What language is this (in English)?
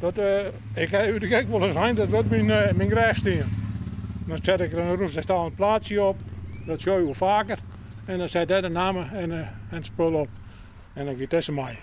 Western Frisian